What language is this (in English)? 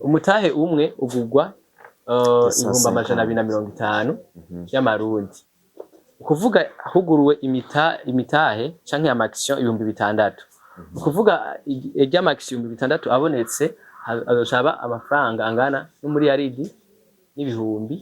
Rundi